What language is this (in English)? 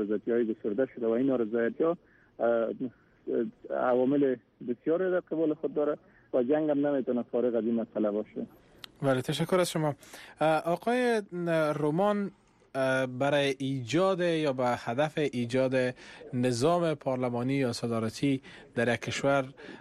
Persian